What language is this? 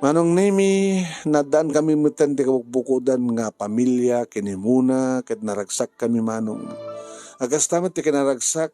Iloko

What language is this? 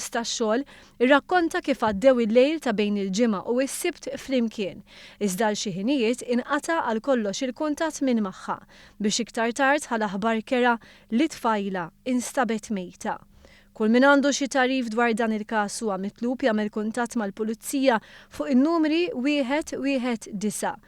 Maltese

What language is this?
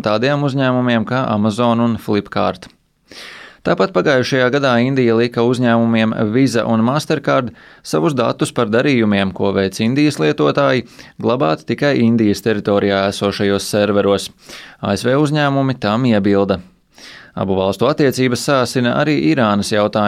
Latvian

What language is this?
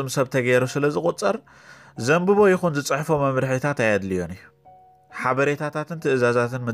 Tigrinya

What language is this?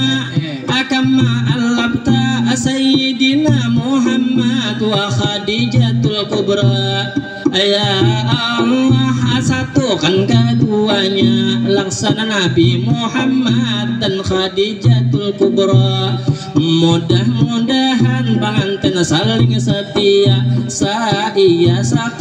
Banjar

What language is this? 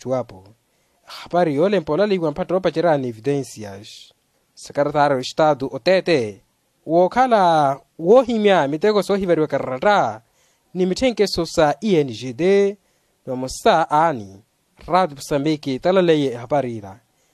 Makhuwa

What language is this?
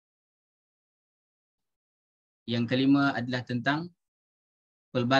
Malay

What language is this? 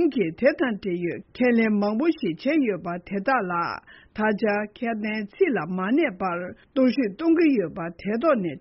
Tibetan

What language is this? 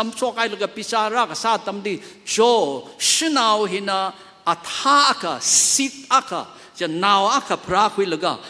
Tangkhul Naga (India)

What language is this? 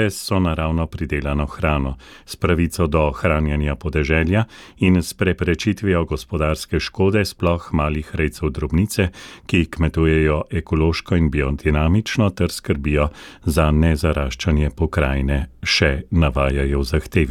Slovenian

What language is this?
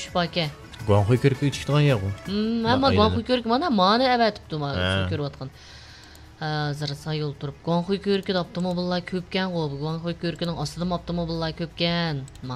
Uyghur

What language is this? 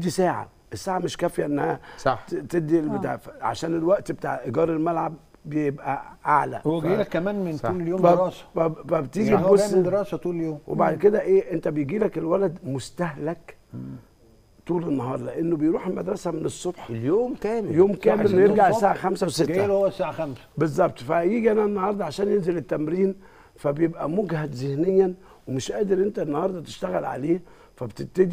Egyptian Arabic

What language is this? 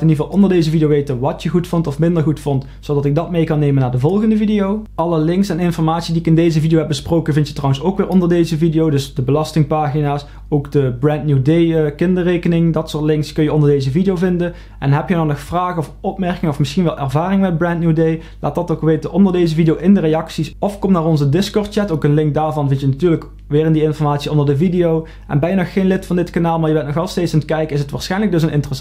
Dutch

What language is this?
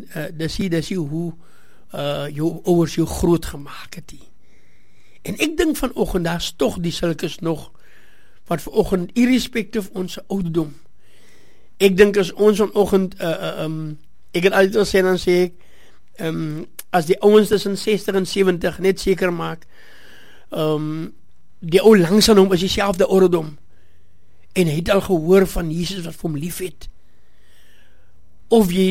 Afrikaans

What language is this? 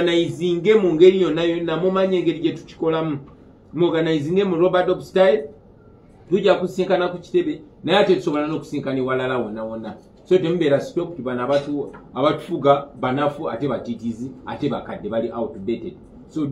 Ganda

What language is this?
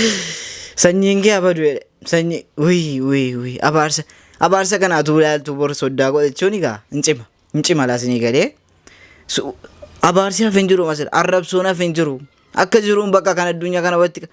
Oromo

